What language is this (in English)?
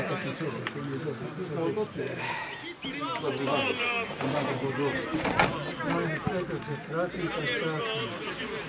Slovak